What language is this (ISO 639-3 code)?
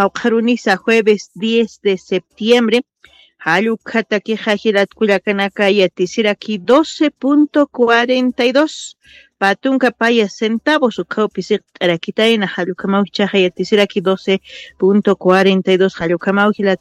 aym